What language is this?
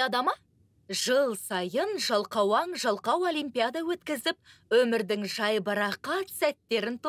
Kazakh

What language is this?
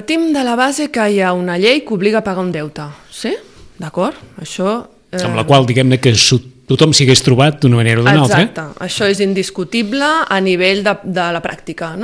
Catalan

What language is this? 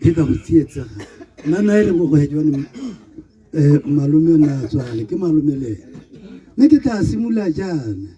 Tswana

